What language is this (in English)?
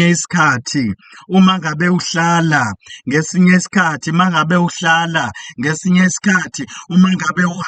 Zulu